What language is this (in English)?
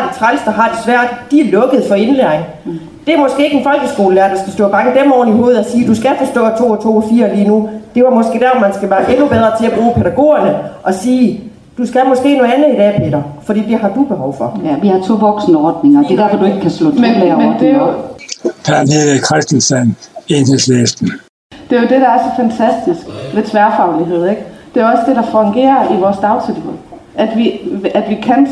Danish